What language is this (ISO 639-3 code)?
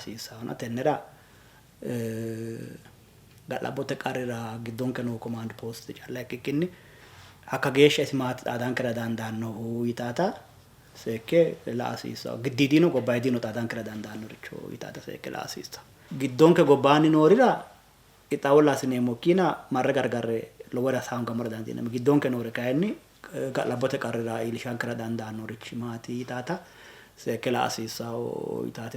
sid